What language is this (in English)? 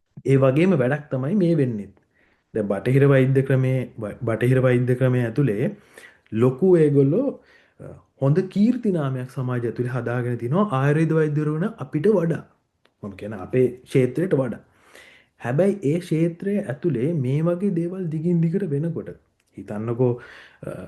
Sinhala